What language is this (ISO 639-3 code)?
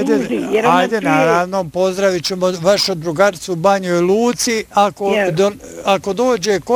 bos